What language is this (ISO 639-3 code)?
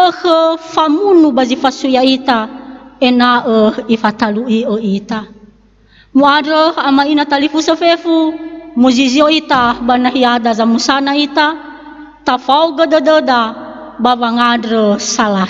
nia